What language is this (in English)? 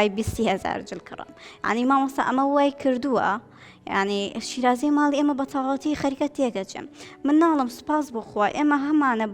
Central Kurdish